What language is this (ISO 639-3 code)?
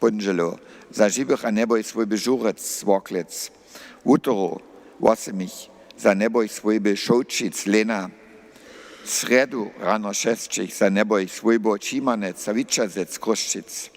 hsb